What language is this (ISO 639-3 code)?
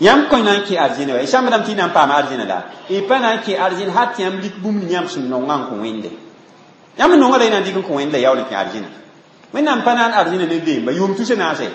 mos